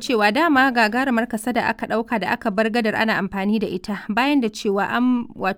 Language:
Hausa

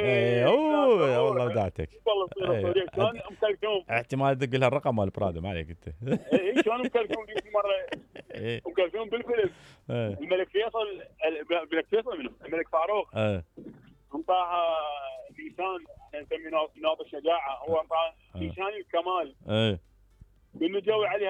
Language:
Mesopotamian Arabic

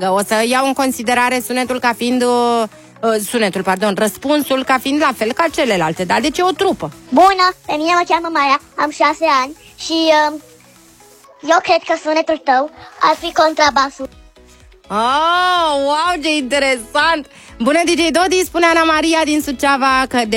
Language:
Romanian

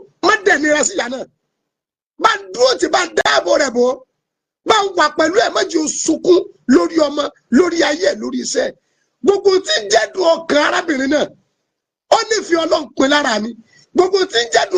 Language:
Yoruba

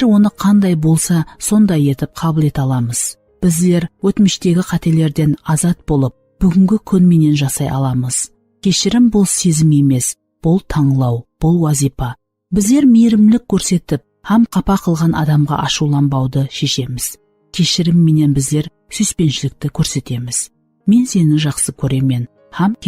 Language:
Kara-Kalpak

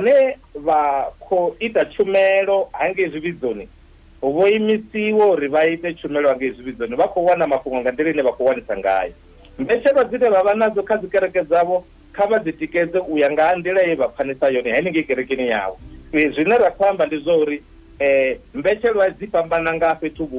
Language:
Venda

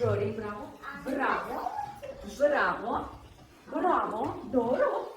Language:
Gagauz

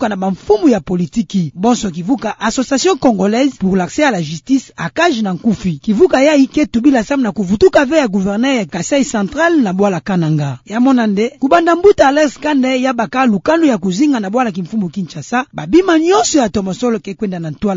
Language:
Kituba (Democratic Republic of Congo)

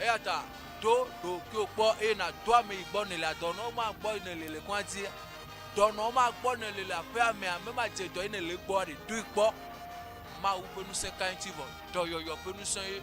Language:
Ewe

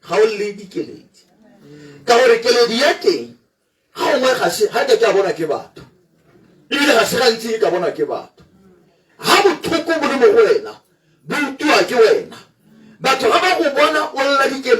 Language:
Tswana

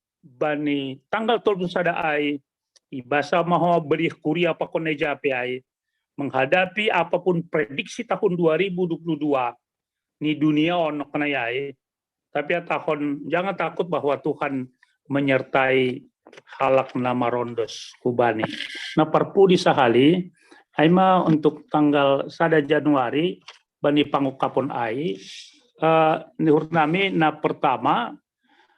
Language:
Batak Simalungun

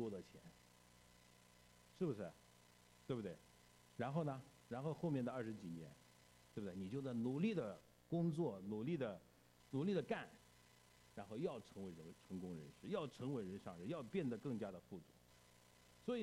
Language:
Chinese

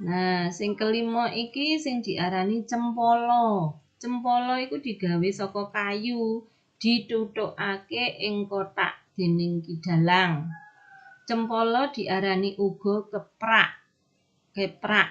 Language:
Javanese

